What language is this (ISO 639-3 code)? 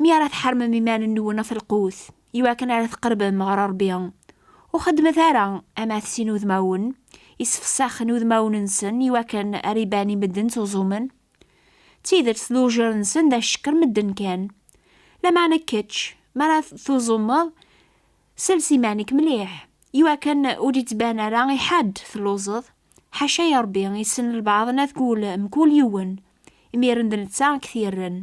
kab